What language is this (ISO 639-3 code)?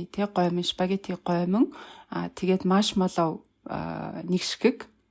mon